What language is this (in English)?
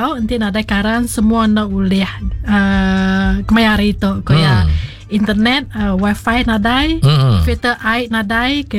Iban